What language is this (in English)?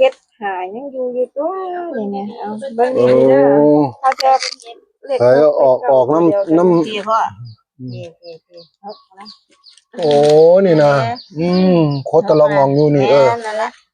Northeastern Thai